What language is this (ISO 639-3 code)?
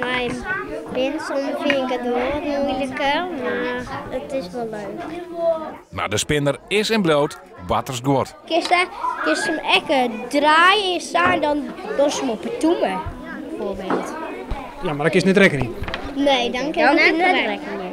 fry